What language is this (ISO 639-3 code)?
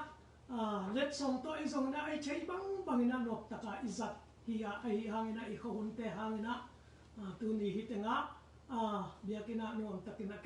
ctd